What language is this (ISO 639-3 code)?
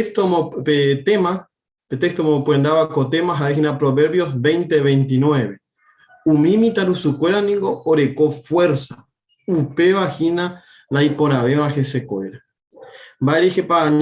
grn